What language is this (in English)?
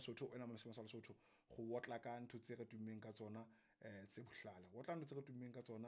Southern Sotho